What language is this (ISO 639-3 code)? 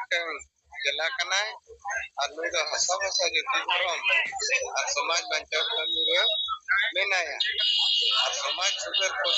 sat